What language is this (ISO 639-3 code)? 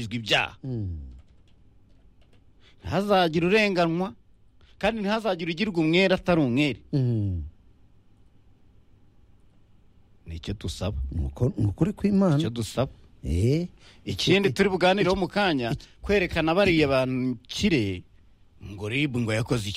kin